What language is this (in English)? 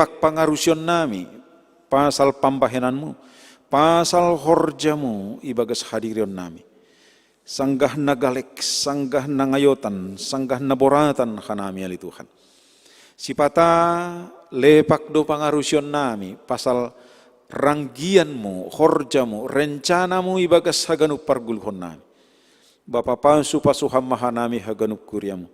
Batak Simalungun